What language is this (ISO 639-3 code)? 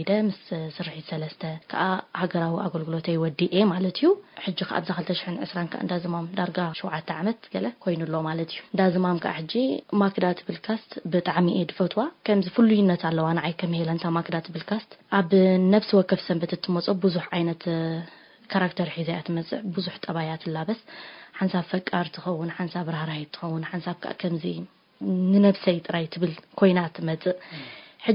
tir